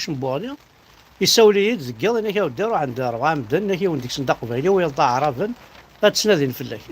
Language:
Kabyle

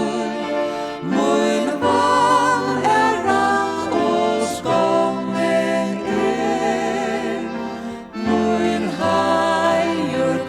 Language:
Faroese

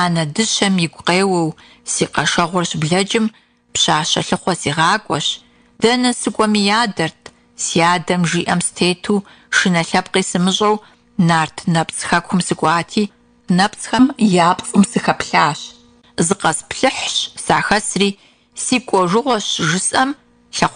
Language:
Kabardian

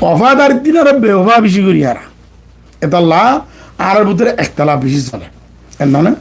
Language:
Rohingya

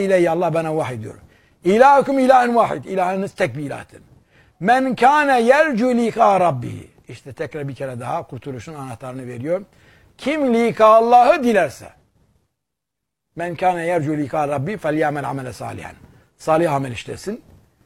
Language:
Turkish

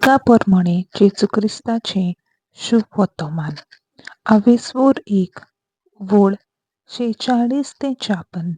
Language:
Konkani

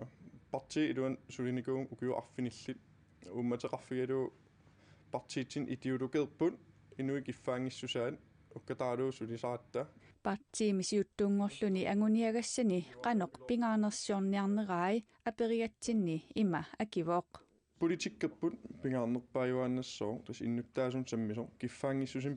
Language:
Kalaallisut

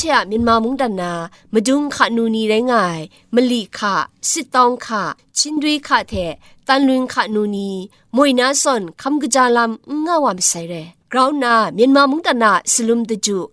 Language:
Kachin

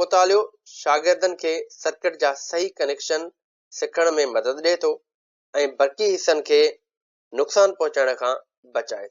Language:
Sindhi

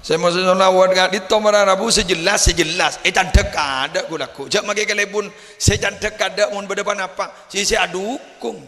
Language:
Madurese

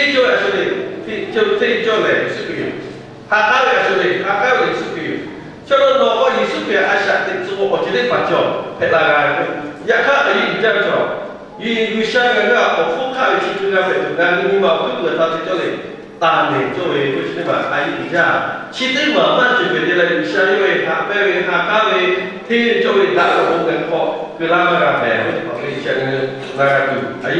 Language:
Lahu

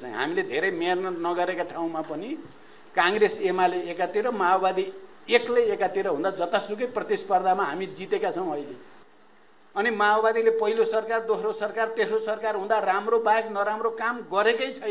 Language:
Nepali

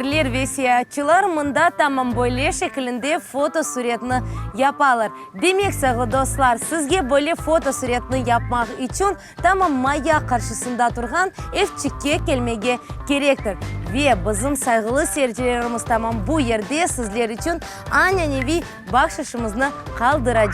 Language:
Crimean Tatar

